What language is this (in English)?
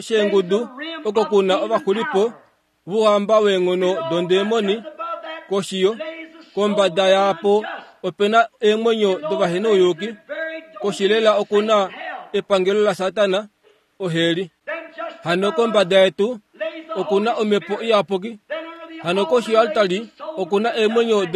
Kuanyama